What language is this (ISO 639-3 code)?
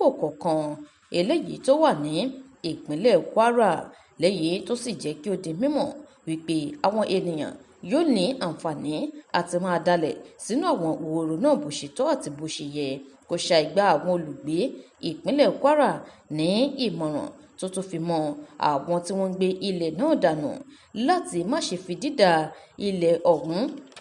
yor